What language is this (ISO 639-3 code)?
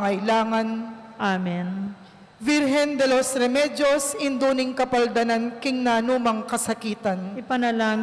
pam